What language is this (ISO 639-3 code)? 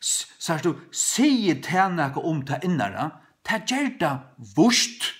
fao